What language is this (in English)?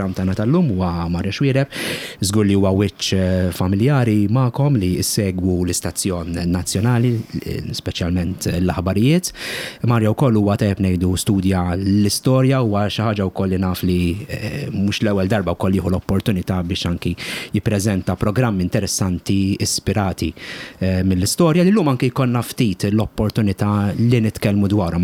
Maltese